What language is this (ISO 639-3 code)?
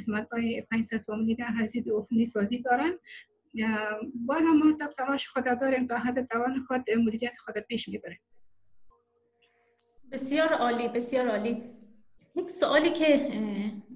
fas